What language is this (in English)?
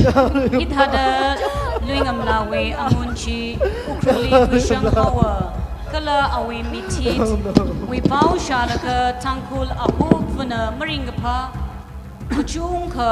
Tangkhul Naga (India)